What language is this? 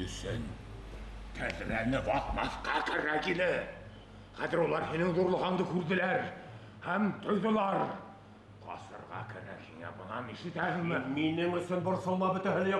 Bashkir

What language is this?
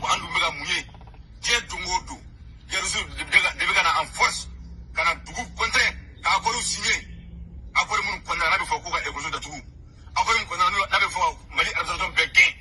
Bambara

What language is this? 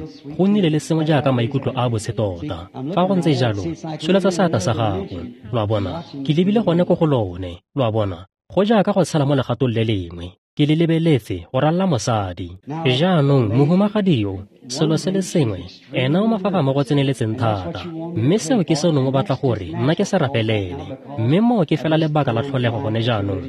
Tswana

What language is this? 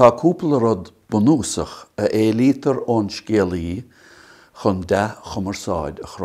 Irish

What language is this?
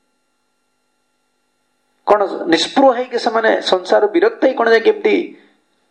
Odia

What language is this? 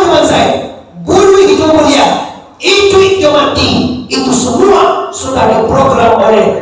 Minangkabau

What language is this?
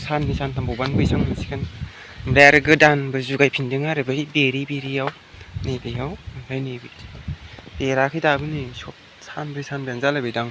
Bodo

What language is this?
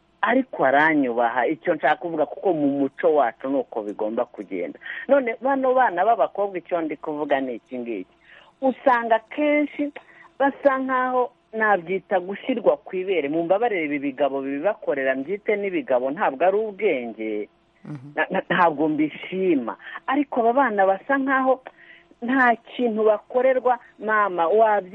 Kinyarwanda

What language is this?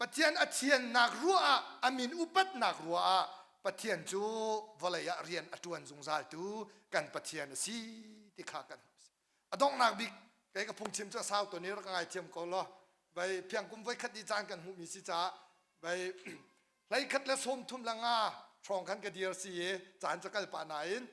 Hakha Chin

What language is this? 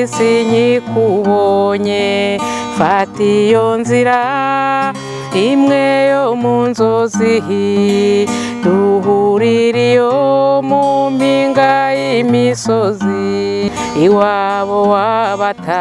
Kinyarwanda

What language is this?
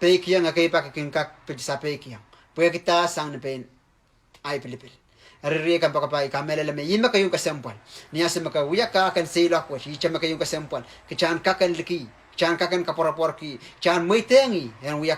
Pohnpeian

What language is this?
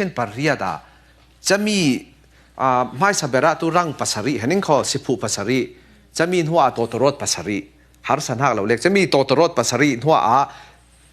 Falam Chin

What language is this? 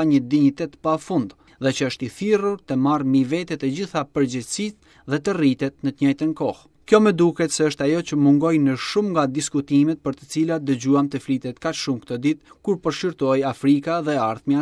Albanian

